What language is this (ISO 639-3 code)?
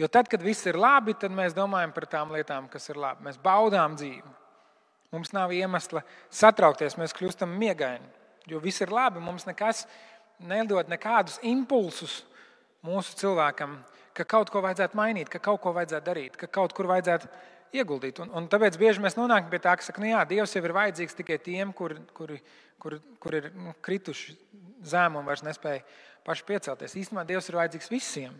lav